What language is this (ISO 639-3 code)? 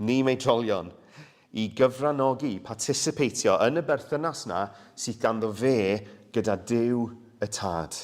cym